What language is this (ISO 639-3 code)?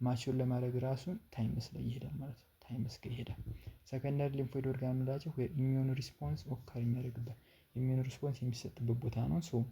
amh